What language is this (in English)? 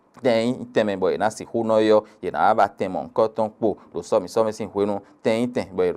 Fon